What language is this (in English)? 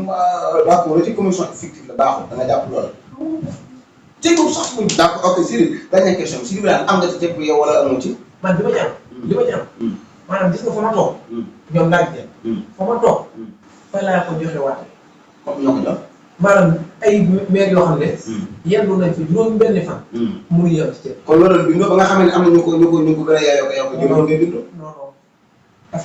Wolof